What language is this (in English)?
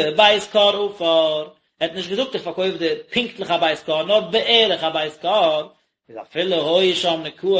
Yiddish